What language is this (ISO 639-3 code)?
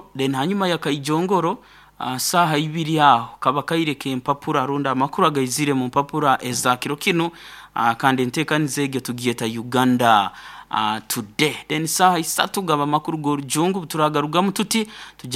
nyo